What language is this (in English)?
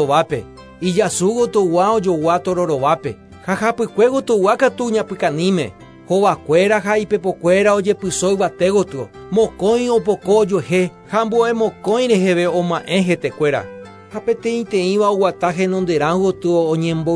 Guarani